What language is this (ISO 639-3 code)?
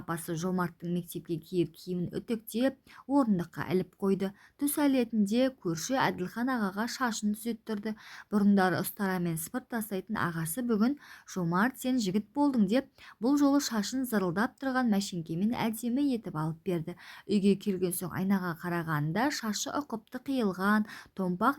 kaz